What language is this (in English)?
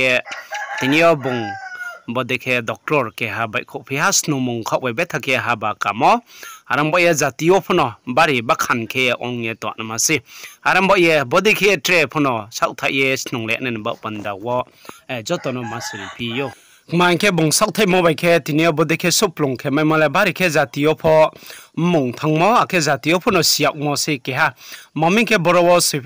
Riang (India)